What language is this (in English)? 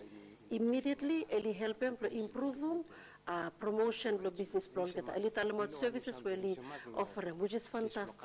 Bislama